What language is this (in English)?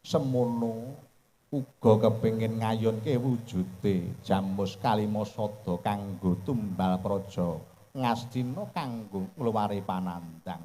Javanese